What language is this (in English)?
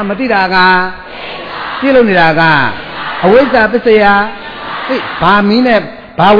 Burmese